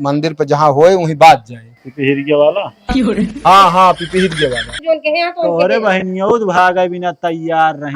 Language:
Awadhi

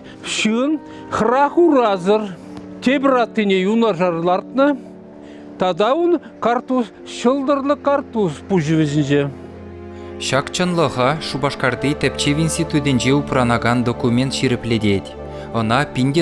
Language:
Chuvash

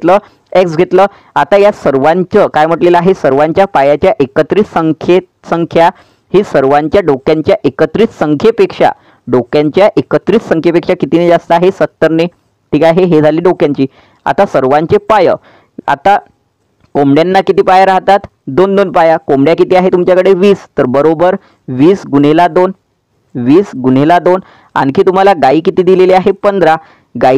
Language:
Marathi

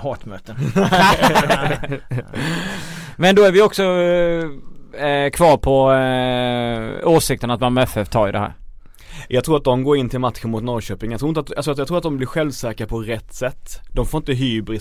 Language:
Swedish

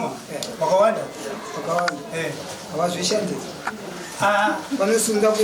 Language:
Shona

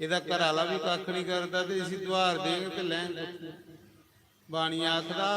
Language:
Dogri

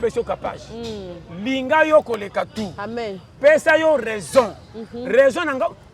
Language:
Lingala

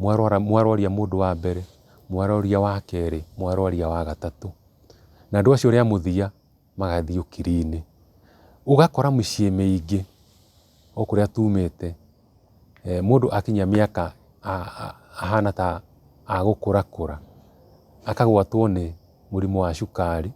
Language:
Kikuyu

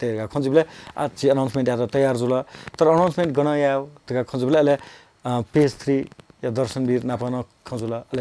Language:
Newari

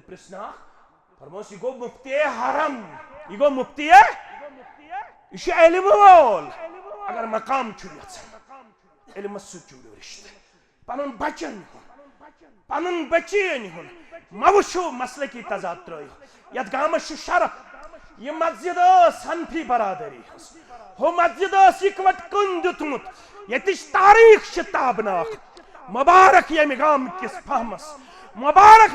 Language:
Kashmiri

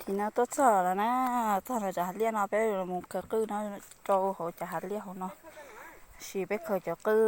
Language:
Hmong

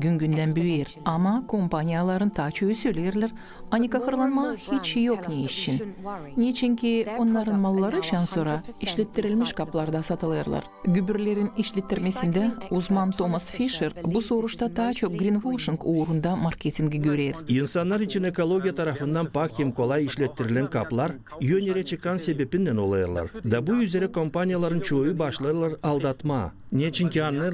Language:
Gagauz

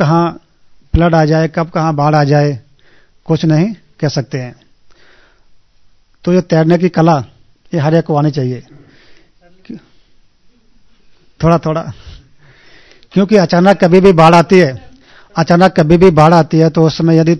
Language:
Hindi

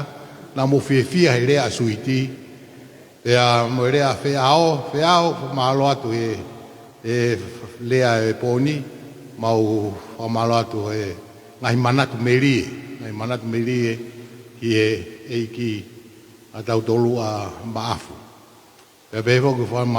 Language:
Tongan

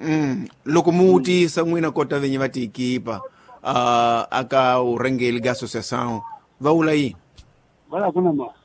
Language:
Tsonga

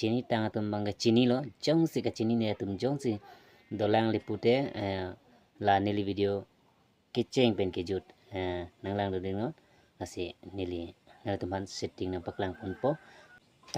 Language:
Karbi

